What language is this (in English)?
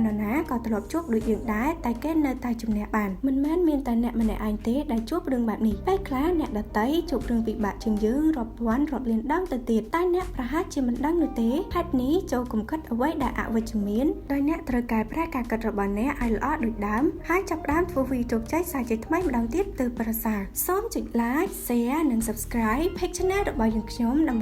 Khmer